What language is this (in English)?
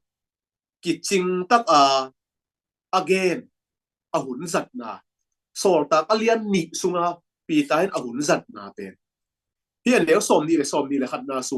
Tedim Chin